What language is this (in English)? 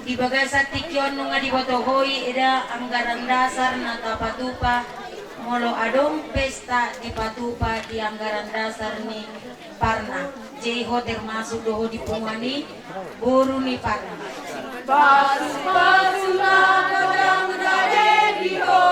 Batak Toba